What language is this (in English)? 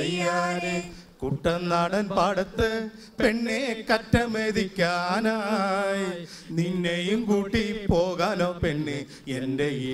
Malayalam